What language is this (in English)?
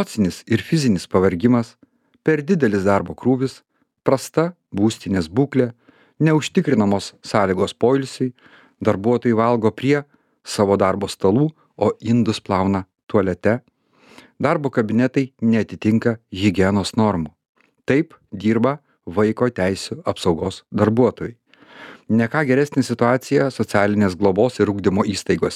Lithuanian